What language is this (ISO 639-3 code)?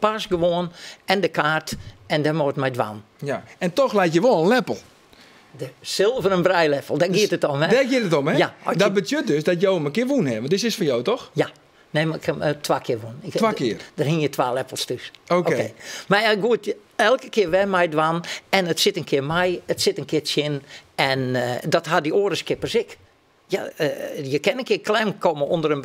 fry